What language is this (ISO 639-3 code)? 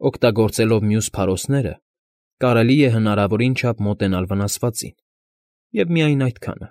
hye